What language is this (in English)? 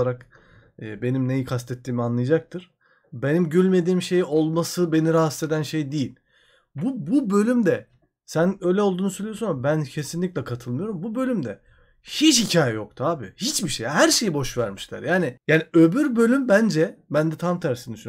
Turkish